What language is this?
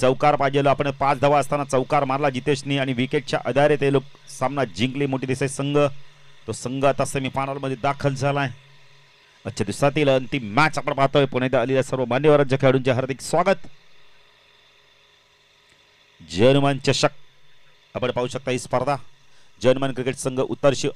Marathi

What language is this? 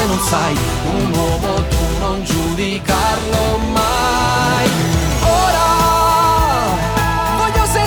Italian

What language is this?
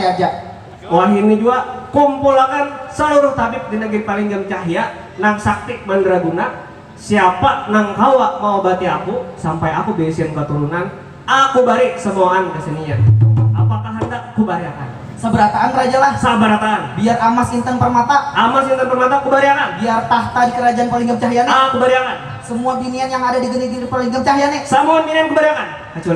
Banjar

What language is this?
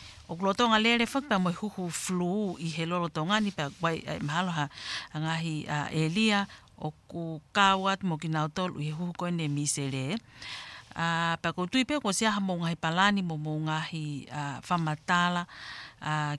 Tongan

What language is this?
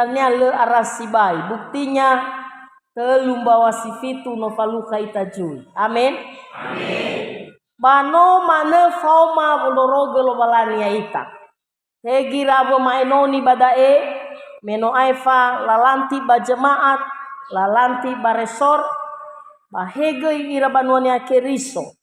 Nias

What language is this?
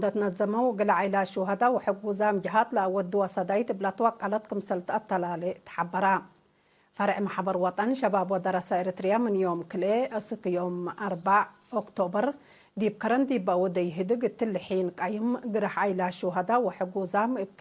Tigre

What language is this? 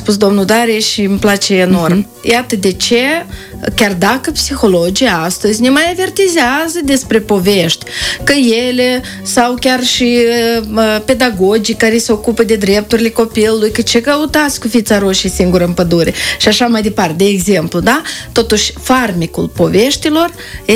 Romanian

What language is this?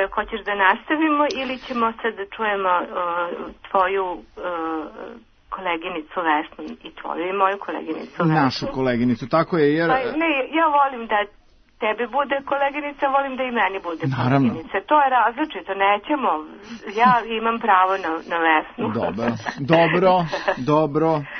Serbian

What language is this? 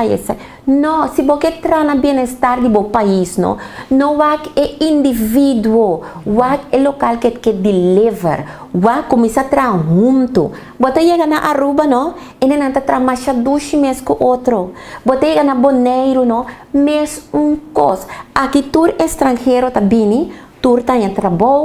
Papiamento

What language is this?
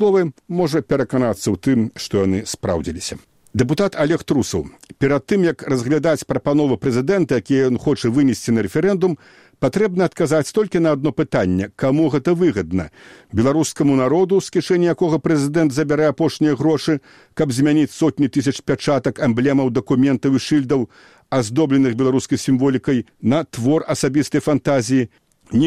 Belarusian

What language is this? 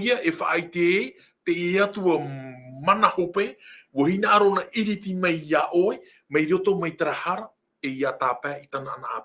Tahitian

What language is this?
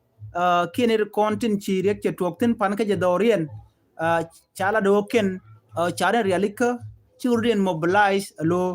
Nuer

